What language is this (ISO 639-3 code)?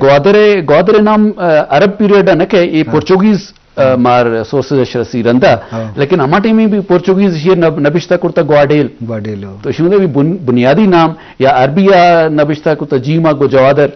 bgp